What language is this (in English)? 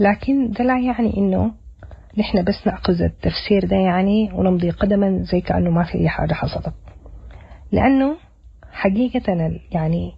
Sudanese Arabic